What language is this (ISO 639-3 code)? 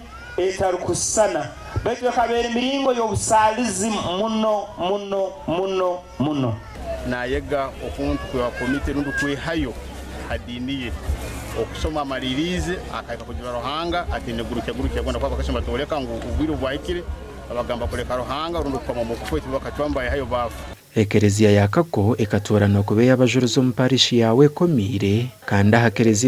nyn